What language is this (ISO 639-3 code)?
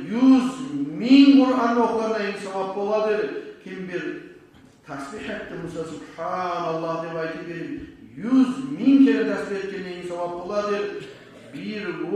kum